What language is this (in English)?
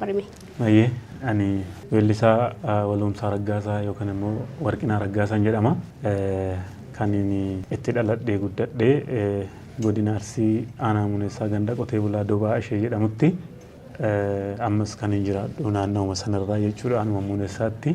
Oromo